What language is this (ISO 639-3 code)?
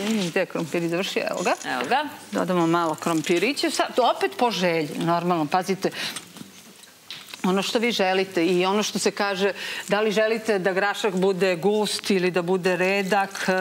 srp